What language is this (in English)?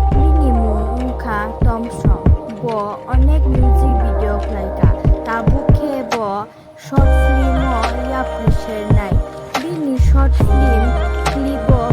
Kok Borok